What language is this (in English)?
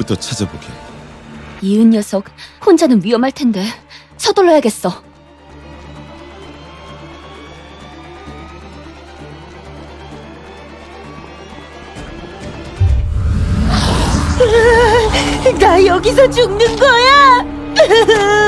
Korean